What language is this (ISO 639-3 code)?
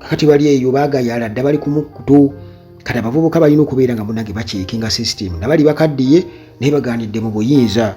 lug